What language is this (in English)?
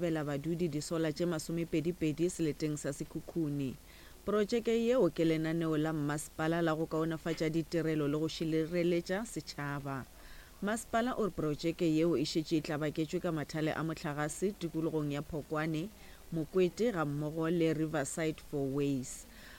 Northern Sotho